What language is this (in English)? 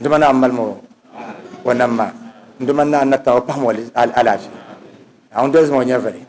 Dagbani